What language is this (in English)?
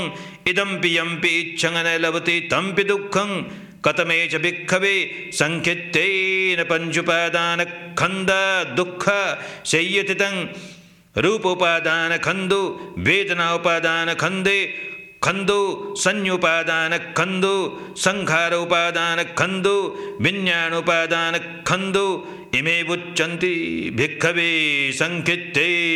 Pali